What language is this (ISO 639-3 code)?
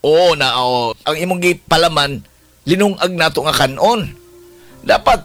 ceb